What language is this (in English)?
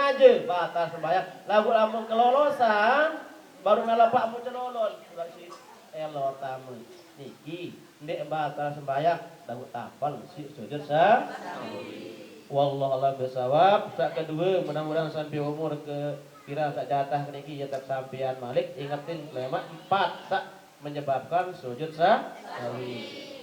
Sasak